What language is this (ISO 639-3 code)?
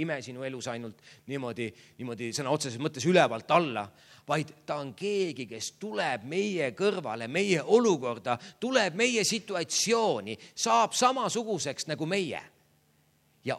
est